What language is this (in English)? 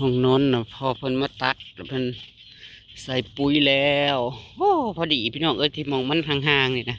Northeastern Thai